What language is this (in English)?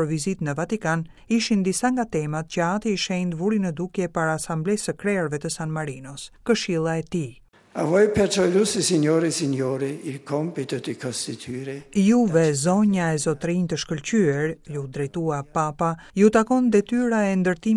Albanian